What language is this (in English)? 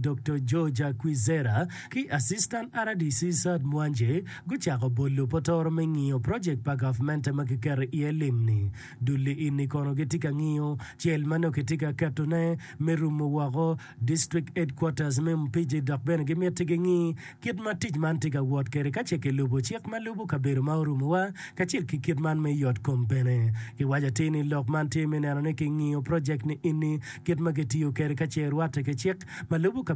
Acoli